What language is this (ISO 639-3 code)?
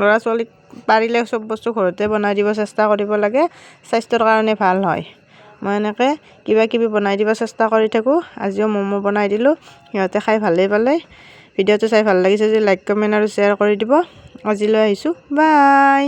asm